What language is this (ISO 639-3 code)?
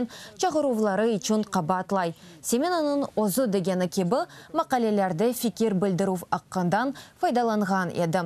crh